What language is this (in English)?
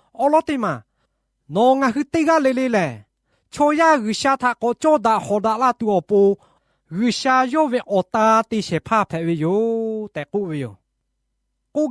Lahu